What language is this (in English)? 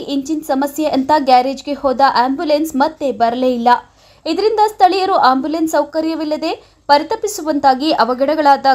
Kannada